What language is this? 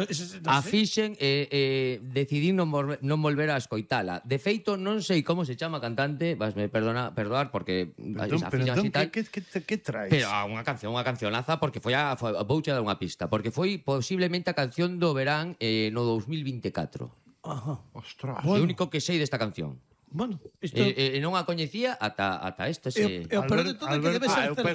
Galician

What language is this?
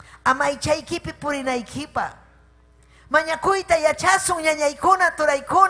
Ayacucho Quechua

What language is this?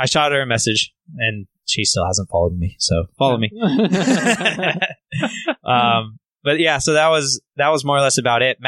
English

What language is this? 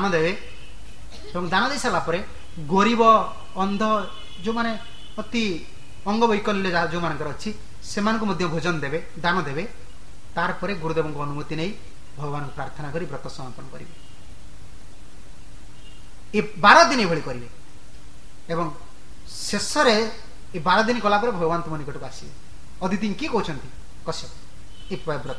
Odia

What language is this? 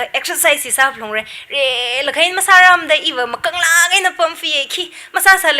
Tangkhul Naga (India)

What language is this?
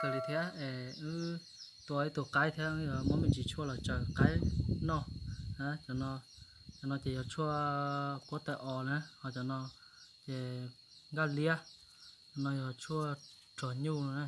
Hmong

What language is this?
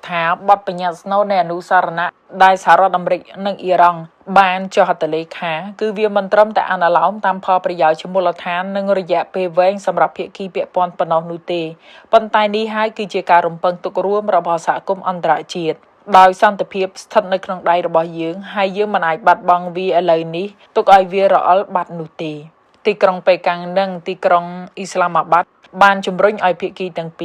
Khmer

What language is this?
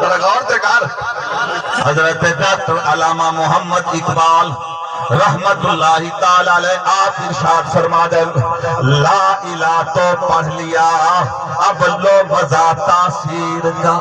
Saraiki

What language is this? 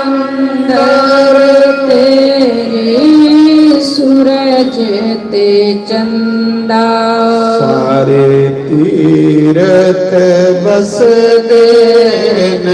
Dogri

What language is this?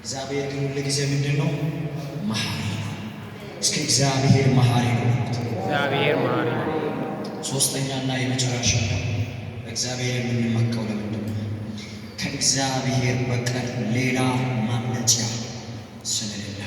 Amharic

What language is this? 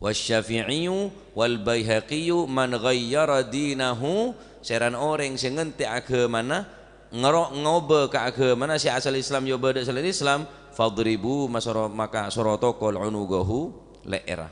Madurese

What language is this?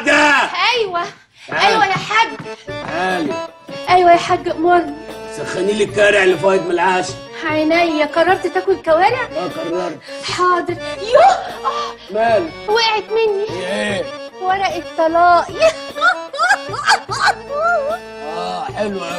Egyptian Arabic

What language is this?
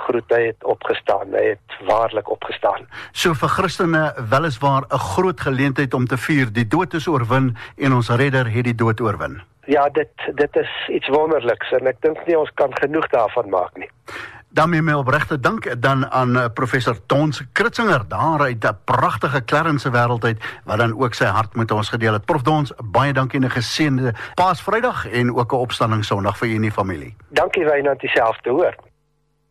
Afrikaans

